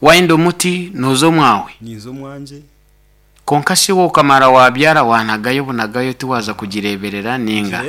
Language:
Nyankole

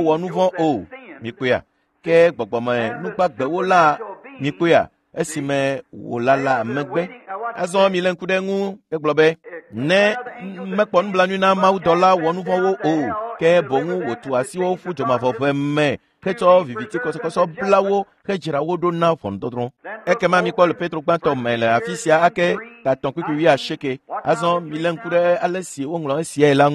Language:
Ewe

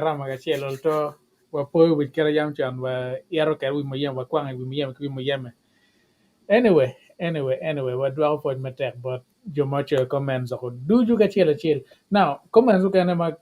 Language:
Acoli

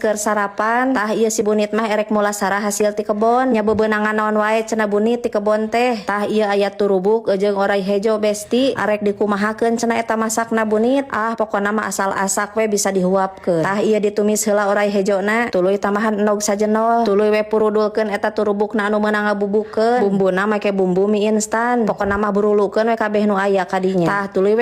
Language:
Sundanese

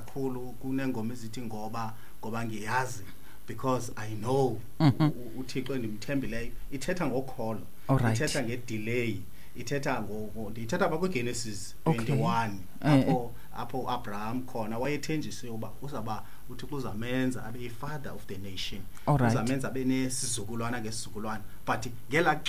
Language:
Xhosa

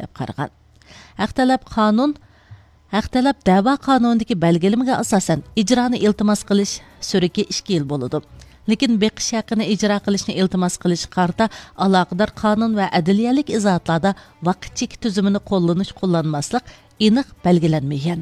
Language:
Uyghur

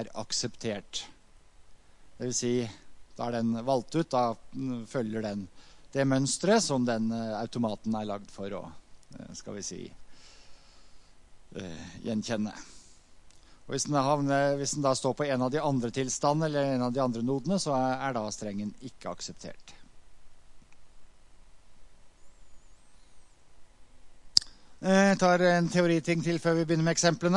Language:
Norwegian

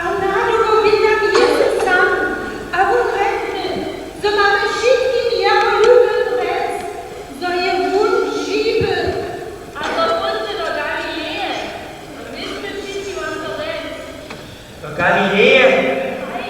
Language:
Upper Sorbian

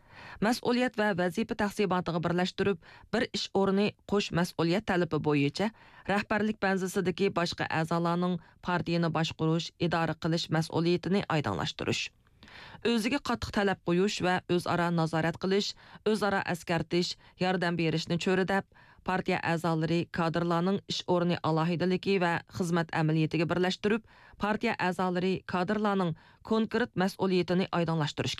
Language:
Uyghur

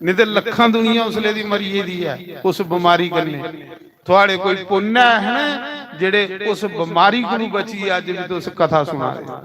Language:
Dogri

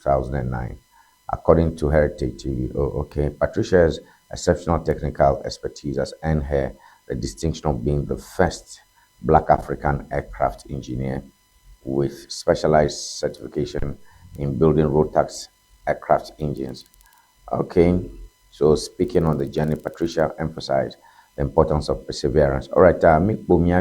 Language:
Ewe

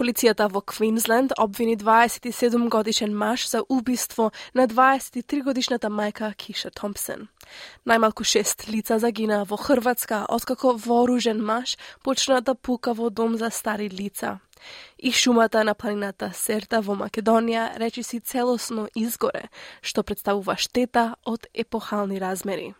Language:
Macedonian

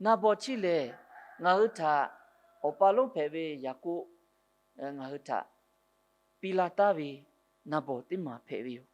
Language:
Lahu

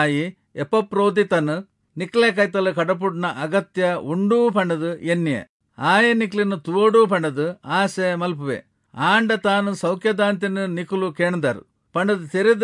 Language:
Tulu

